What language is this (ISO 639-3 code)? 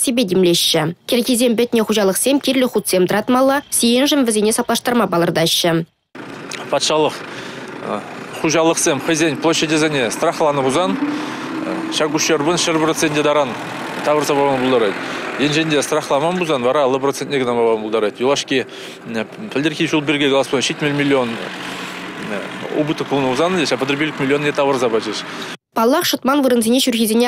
chv